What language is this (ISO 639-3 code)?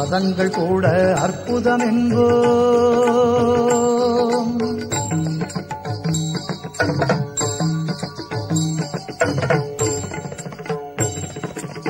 tam